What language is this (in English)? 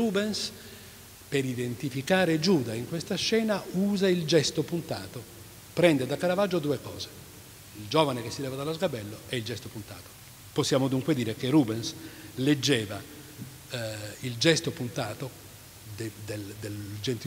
Italian